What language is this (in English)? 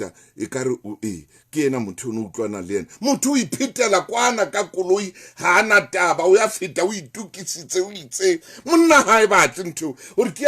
Southern Sotho